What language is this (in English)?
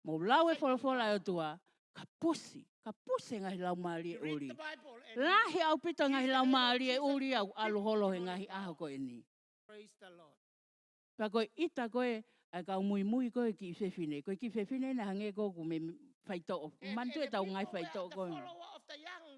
Tongan